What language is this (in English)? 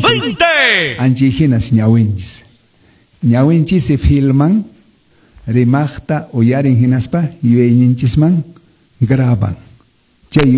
Quechua